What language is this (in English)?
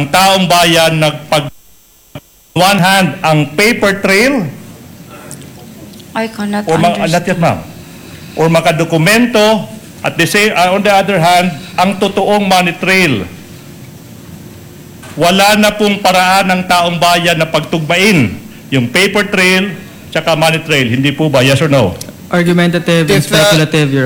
Filipino